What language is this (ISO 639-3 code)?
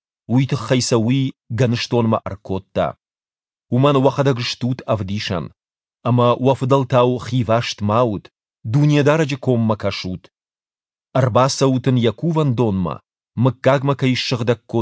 oss